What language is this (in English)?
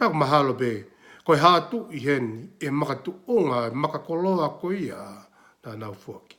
Tongan